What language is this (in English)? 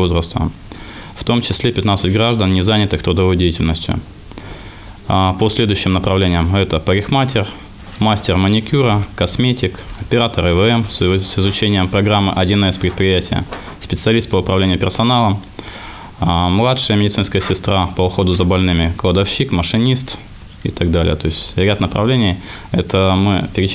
Russian